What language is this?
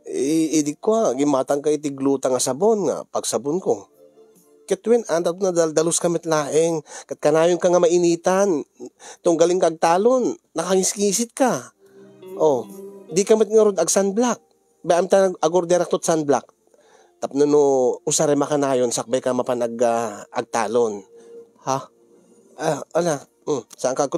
Iloko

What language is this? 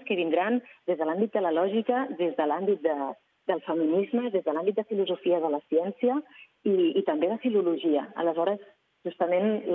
Catalan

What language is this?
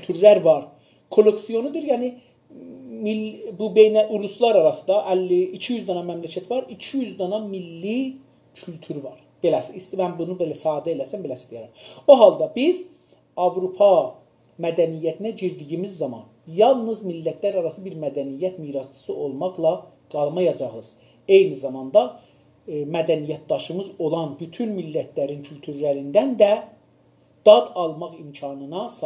South Azerbaijani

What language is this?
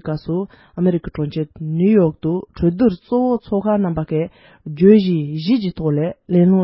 Tibetan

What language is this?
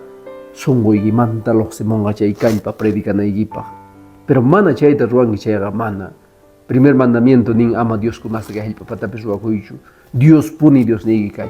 Quechua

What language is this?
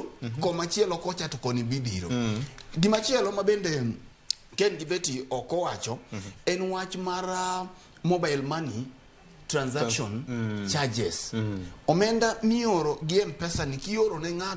Luo (Kenya and Tanzania)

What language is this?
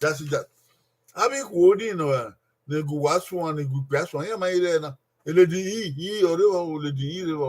Bini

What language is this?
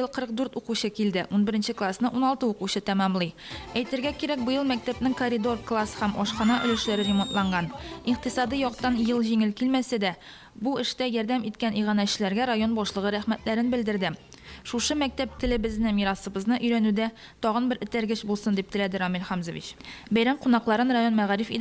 Tatar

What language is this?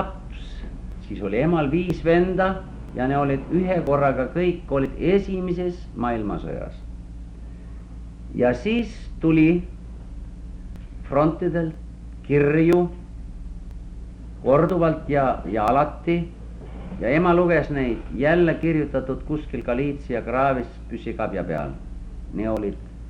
Estonian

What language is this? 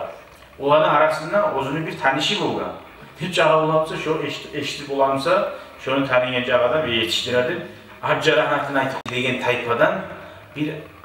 Kumyk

